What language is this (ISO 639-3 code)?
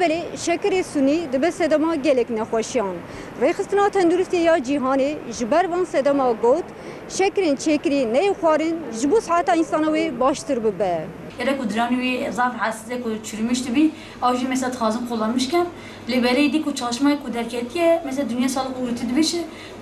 kur